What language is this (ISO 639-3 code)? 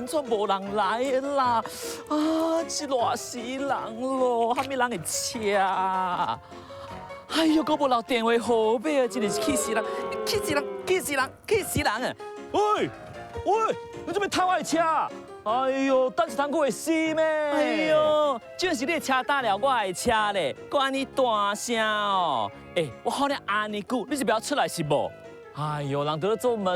nan